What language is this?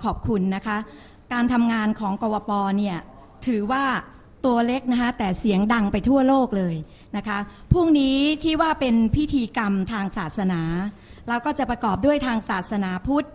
Thai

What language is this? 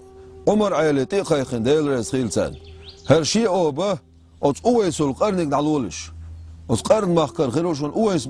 Chechen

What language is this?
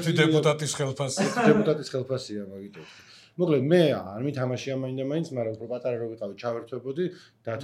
Georgian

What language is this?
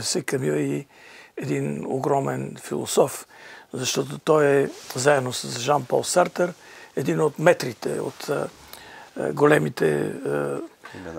Bulgarian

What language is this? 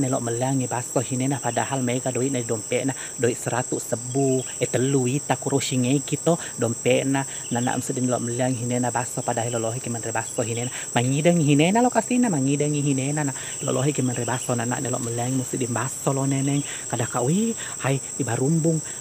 Buginese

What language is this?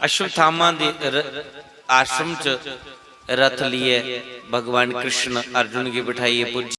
Dogri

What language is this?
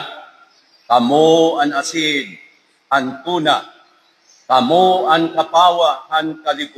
Waray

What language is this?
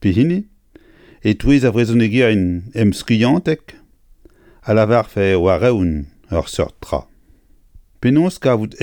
Breton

